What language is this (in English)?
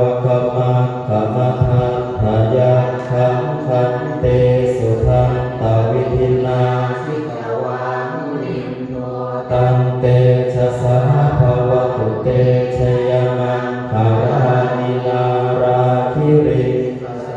Pali